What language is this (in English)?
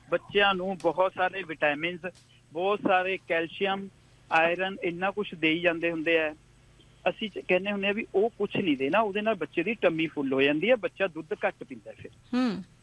Punjabi